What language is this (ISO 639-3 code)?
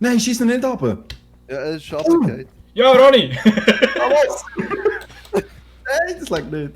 gsw